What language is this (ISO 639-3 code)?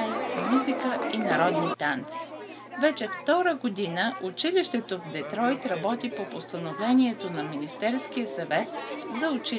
bul